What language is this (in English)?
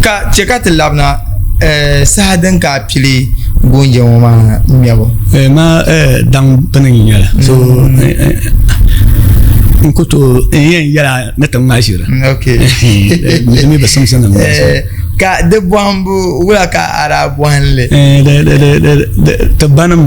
Dagbani